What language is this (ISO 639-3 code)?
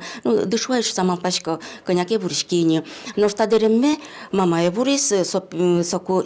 udm